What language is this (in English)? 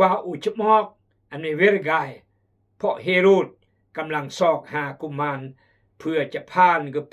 Khmu